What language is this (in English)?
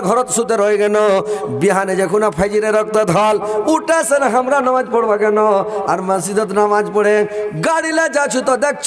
Bangla